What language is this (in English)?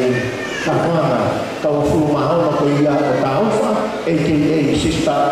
Tongan